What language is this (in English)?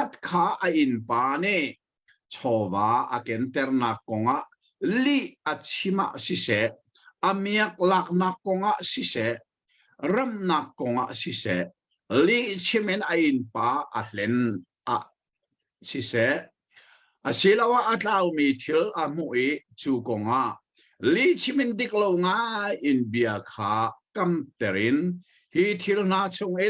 Hakha Chin